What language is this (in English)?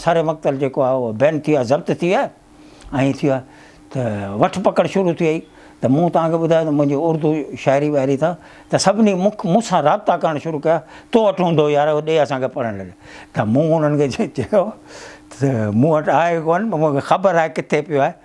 Sindhi